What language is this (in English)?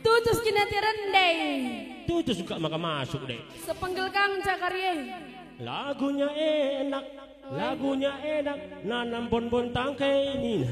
Batak Karo